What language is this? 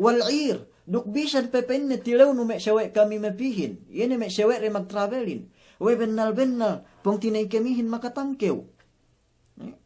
Yakan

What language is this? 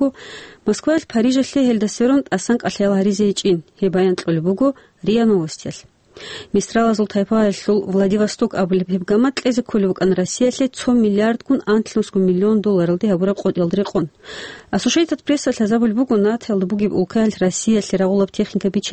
Avaric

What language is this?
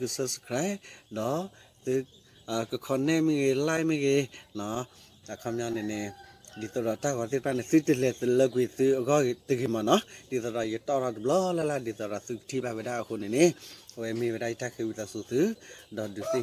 S'gaw Karen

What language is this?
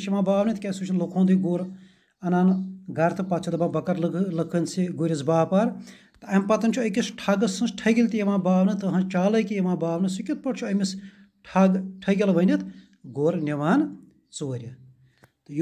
Kashmiri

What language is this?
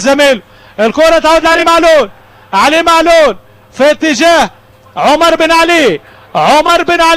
Tunisian Arabic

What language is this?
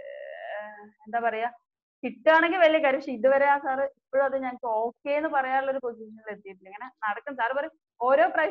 Malayalam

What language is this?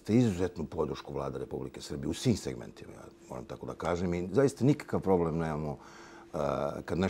Serbian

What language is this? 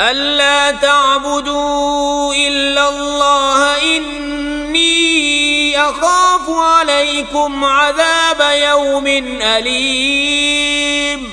Kashmiri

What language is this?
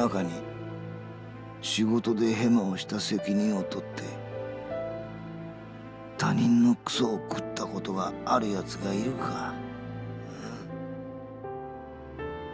Japanese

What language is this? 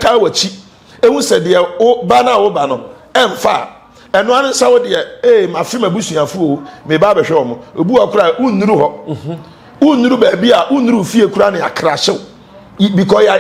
Akan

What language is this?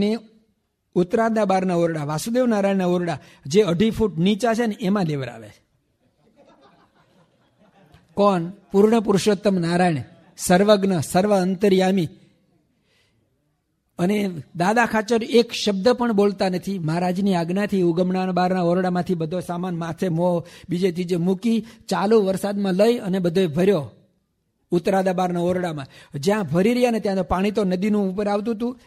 Gujarati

